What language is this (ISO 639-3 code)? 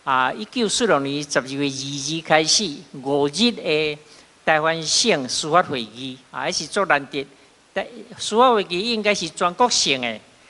nan